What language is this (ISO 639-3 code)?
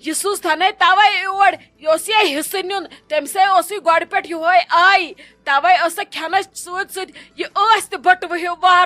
kas